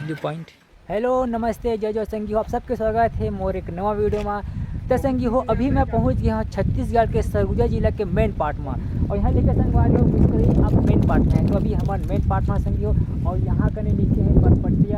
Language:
Chhattisgarhi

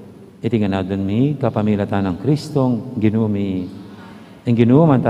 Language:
Pampanga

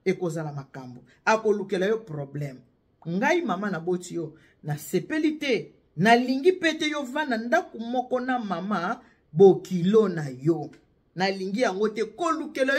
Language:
Lingala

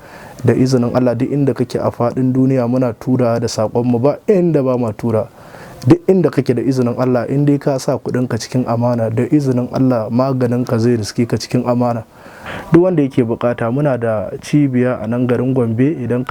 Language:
Hausa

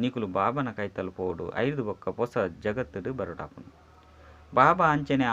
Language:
Tulu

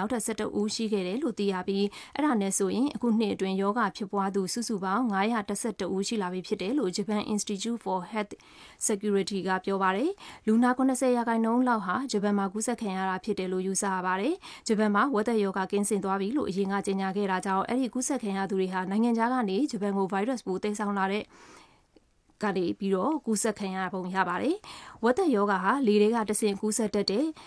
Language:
Burmese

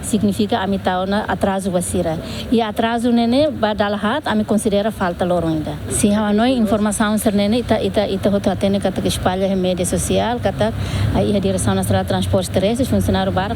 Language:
Tetum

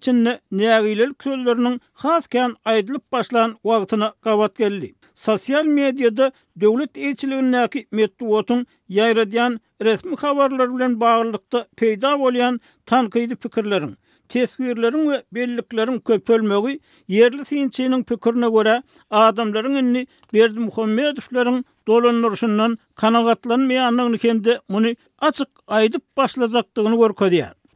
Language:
Turkmen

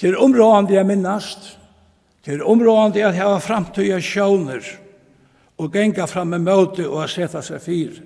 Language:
Faroese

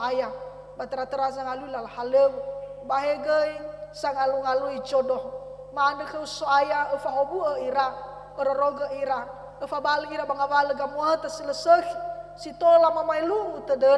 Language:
Nias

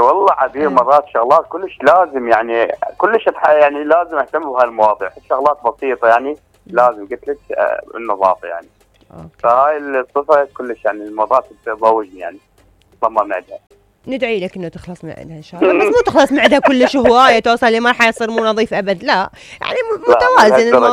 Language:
Mesopotamian Arabic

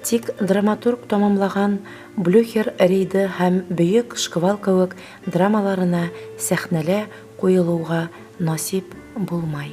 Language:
Bashkir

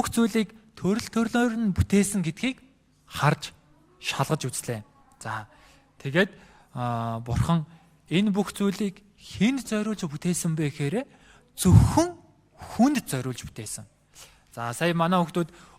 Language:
Mongolian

